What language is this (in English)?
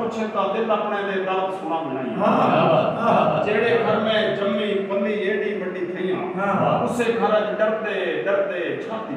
Saraiki